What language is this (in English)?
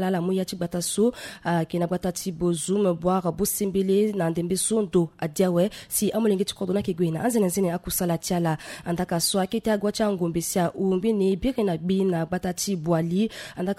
Sango